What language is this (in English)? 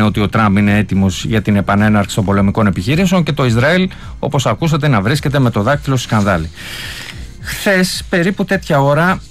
Greek